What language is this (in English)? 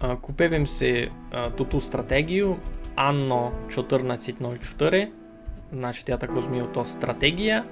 Rusyn